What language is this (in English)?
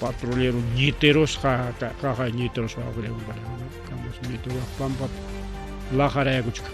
Ayacucho Quechua